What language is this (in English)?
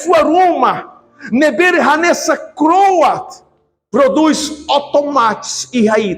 Tetum